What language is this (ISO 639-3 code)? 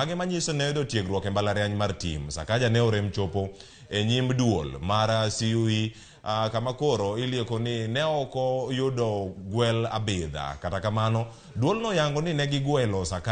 luo